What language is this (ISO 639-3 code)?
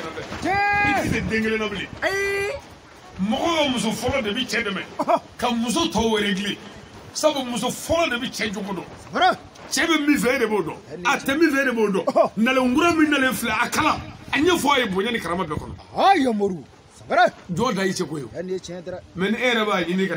sna